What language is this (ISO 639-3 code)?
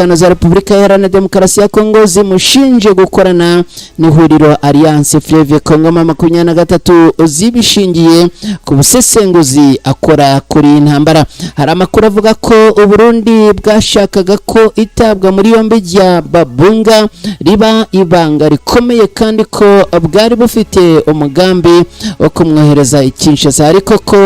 kin